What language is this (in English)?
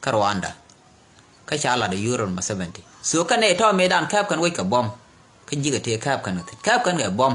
Nuer